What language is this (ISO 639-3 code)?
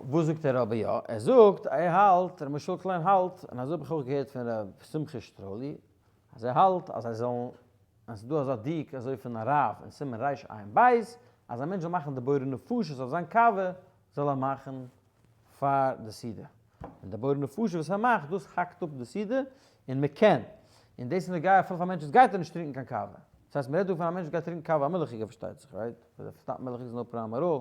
yid